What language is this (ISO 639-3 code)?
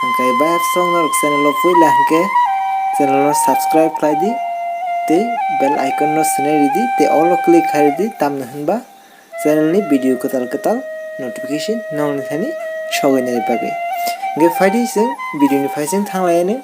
trp